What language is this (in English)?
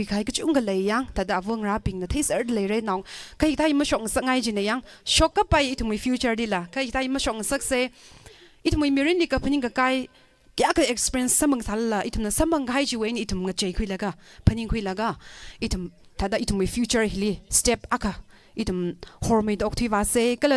Tangkhul Naga (India)